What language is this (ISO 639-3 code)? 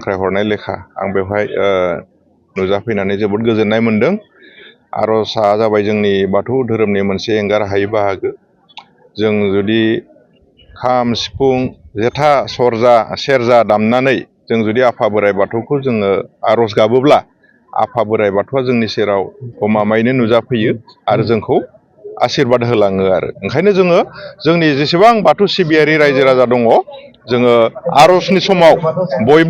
brx